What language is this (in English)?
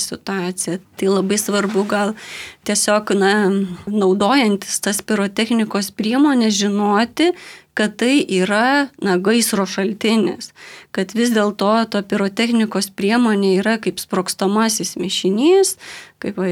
Lithuanian